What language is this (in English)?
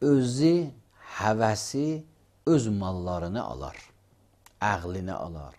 Azerbaijani